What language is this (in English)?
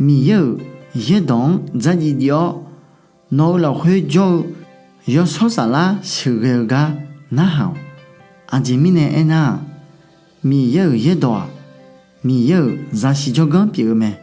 Akha